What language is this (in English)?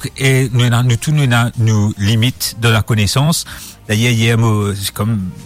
Morisyen